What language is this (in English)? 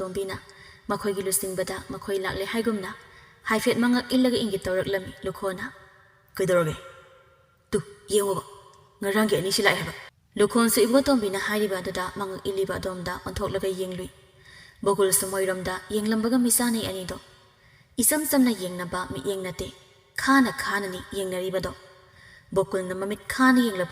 Manipuri